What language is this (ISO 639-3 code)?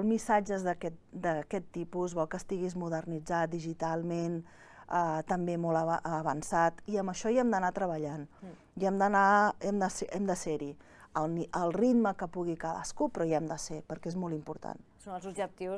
cat